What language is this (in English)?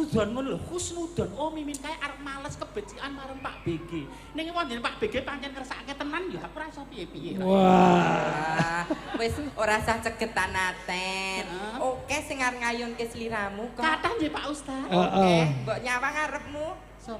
Javanese